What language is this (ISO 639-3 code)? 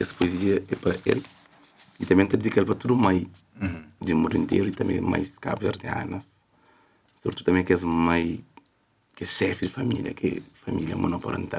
kea